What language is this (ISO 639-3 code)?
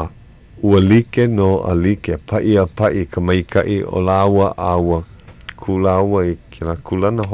haw